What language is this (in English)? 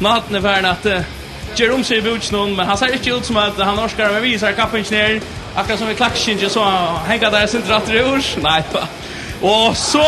Faroese